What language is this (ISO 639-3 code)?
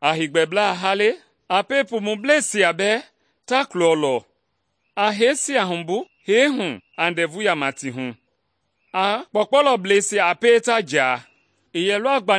men